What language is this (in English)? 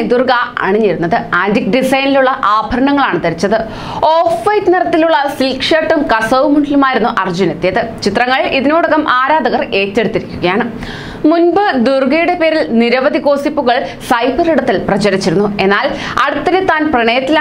Malayalam